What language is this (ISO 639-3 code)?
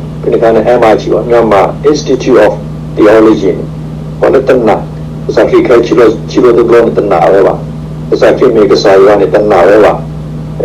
ksw